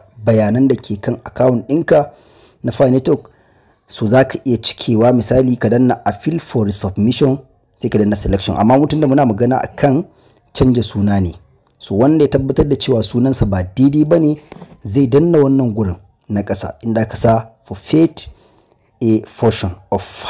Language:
Hausa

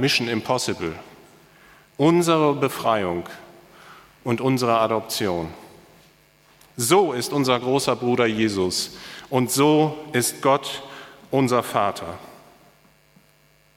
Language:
German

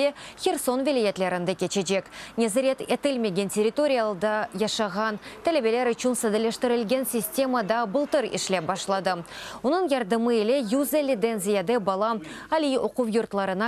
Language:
Crimean Tatar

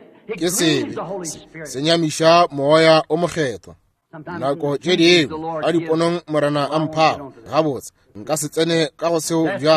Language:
Northern Sotho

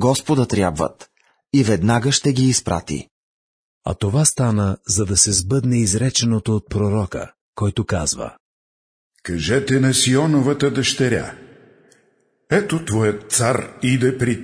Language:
Bulgarian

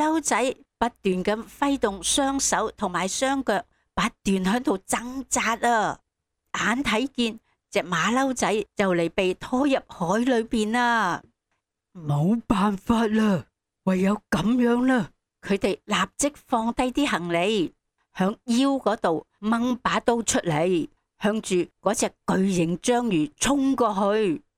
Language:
Cantonese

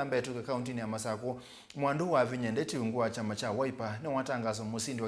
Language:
Kamba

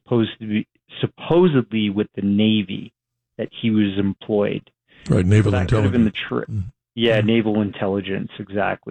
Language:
English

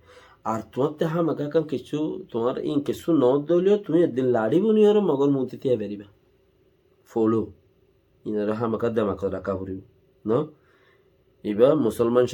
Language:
Rohingya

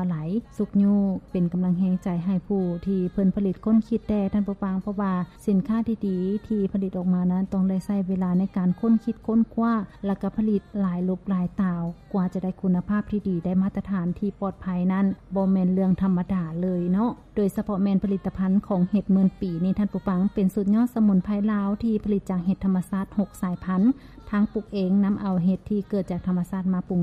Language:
Lao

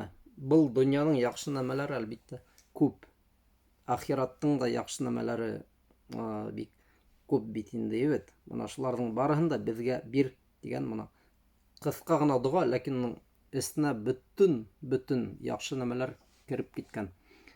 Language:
Bashkir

